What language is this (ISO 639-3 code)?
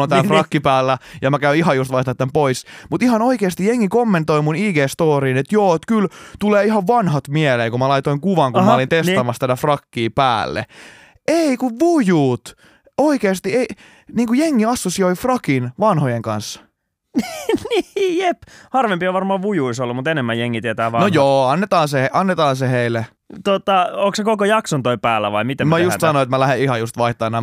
fin